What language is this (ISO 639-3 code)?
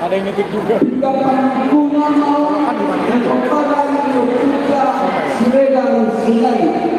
bbc